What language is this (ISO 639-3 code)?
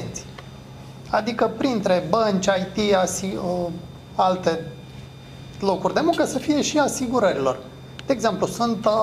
ron